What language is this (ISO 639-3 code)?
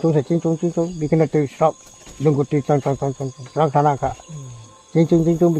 ria